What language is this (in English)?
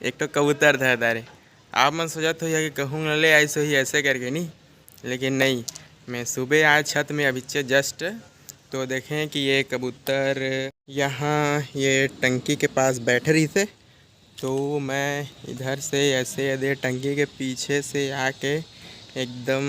Chhattisgarhi